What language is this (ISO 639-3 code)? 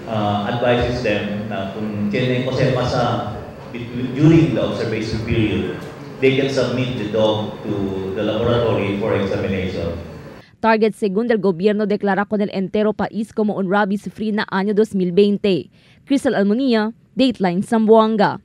cbk